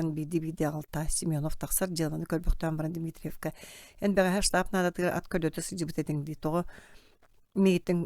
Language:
Yakut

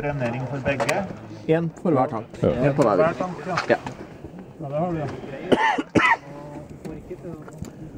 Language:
Norwegian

